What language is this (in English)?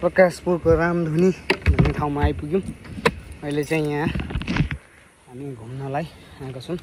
Nepali